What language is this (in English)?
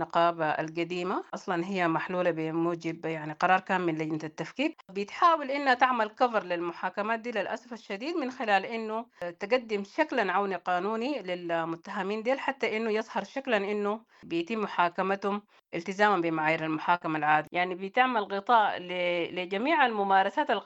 Sudanese Arabic